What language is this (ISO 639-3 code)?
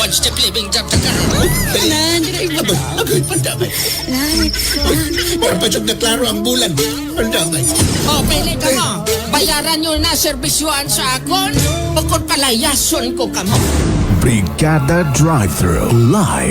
ceb